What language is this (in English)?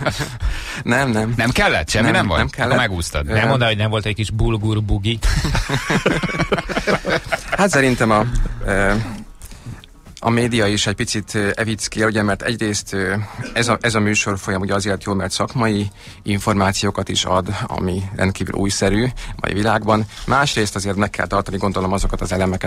Hungarian